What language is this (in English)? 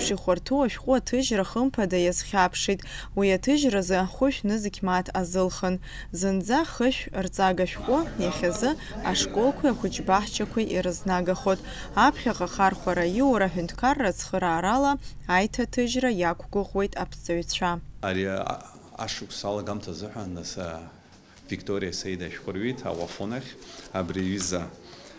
Abkhazian